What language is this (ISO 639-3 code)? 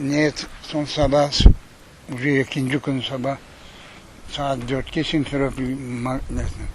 crh